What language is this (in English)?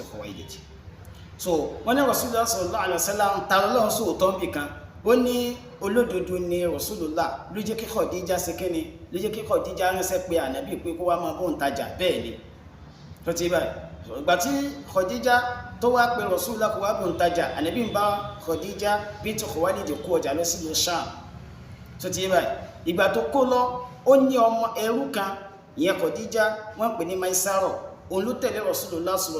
Yoruba